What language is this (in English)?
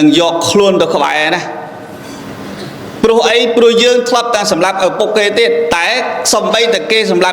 Khmer